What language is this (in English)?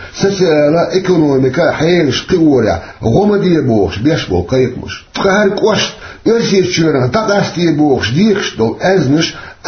Chechen